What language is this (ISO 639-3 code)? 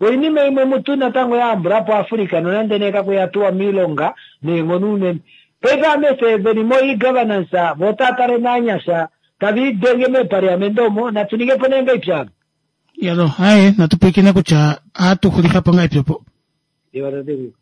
kua